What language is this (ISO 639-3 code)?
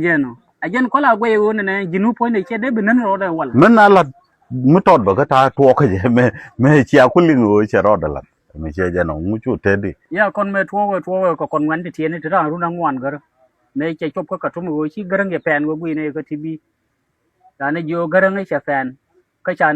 nus